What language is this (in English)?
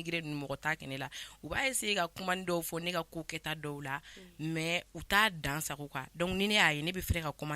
Bambara